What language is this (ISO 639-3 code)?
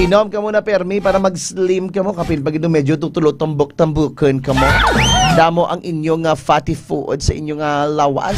hil